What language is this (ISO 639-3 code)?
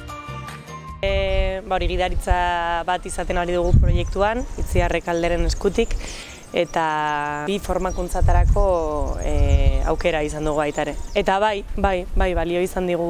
eus